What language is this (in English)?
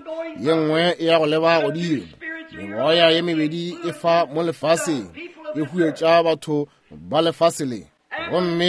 Northern Sotho